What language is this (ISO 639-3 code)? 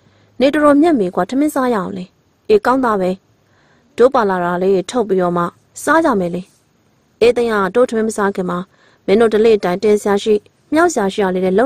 mya